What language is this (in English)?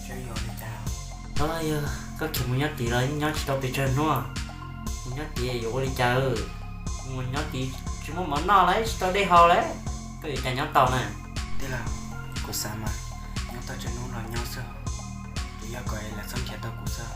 Hmong